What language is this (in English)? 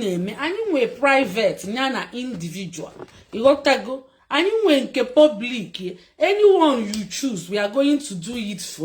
Igbo